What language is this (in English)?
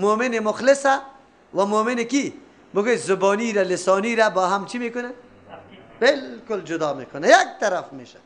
Persian